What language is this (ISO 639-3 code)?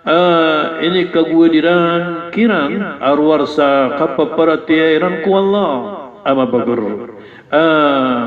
mrw